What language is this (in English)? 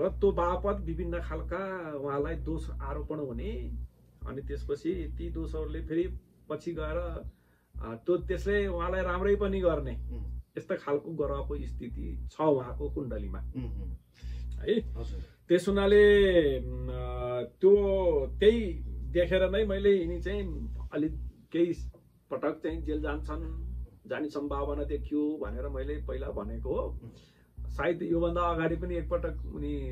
Nepali